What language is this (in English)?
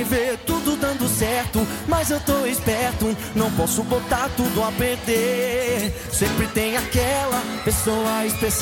Portuguese